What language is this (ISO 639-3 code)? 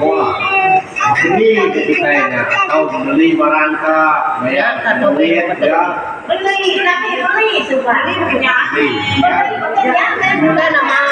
iba